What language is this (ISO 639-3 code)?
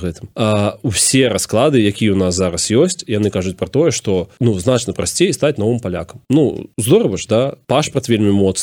bel